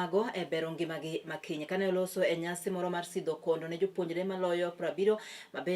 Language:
Luo (Kenya and Tanzania)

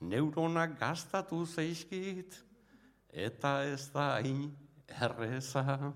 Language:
Basque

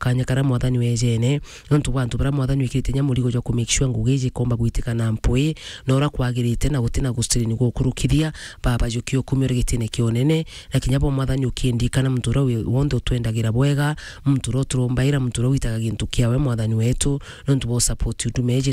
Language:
Meru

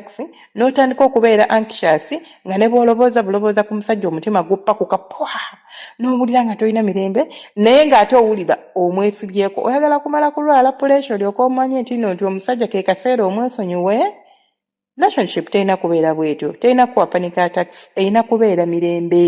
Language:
Ganda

